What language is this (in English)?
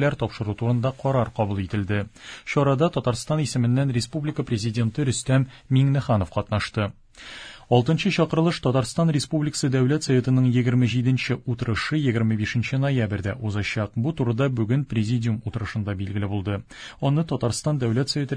Tatar